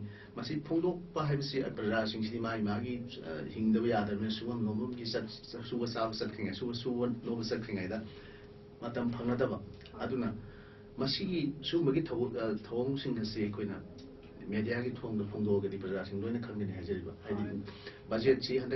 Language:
Manipuri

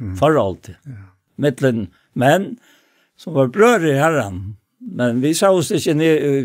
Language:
Faroese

